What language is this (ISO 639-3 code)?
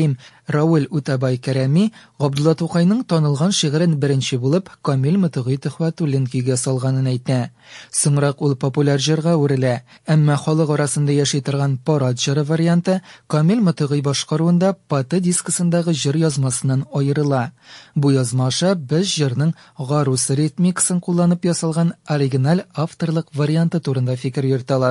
tat